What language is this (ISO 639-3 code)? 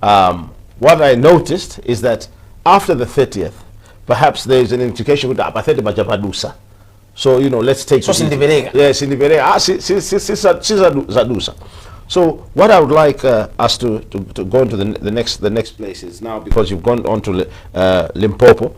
nya